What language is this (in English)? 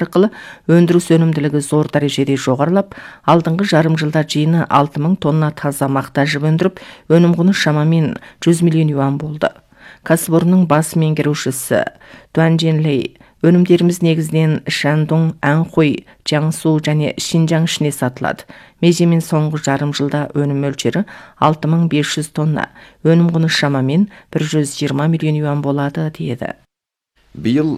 Kazakh